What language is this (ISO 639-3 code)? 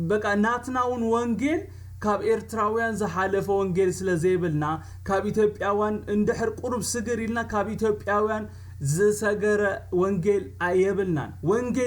tir